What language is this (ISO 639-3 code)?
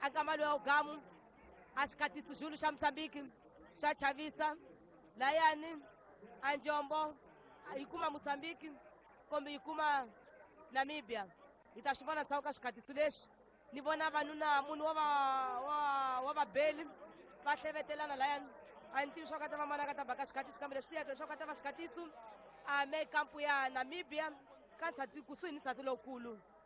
tso